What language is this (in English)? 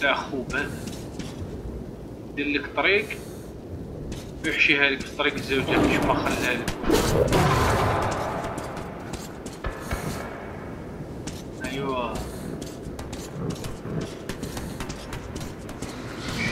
Algerian Arabic